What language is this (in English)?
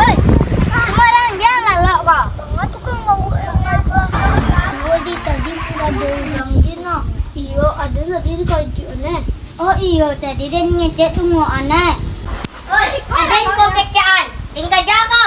Minangkabau